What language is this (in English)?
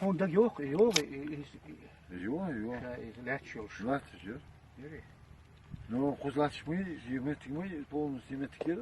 Chechen